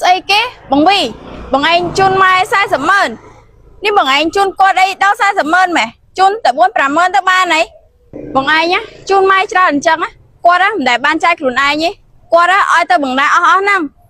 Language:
Khmer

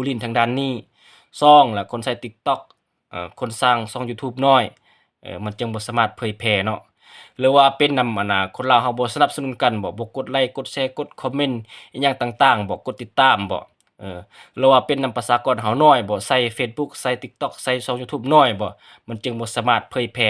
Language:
Lao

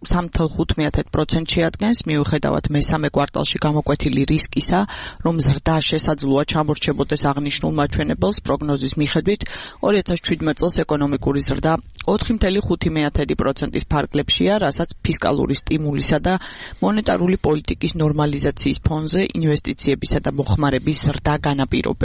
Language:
Georgian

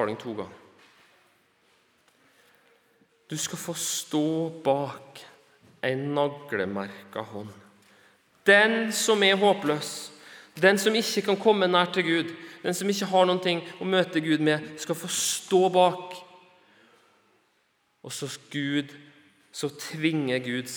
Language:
Norwegian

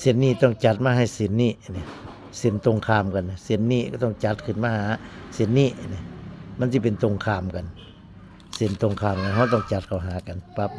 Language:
Northeastern Thai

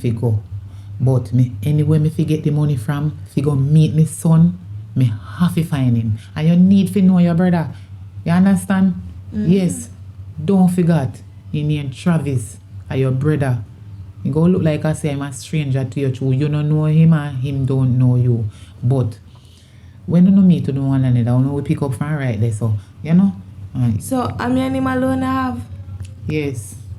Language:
Jamaican Creole English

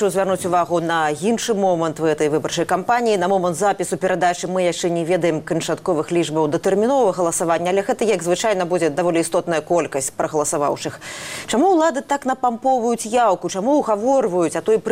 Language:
Belarusian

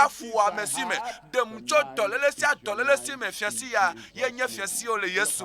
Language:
Ewe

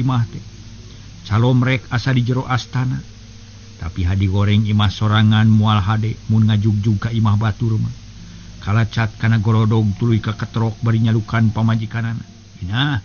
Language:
Sundanese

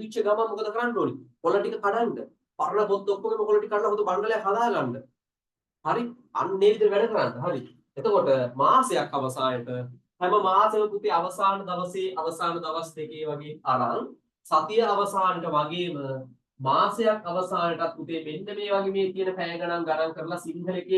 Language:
Sinhala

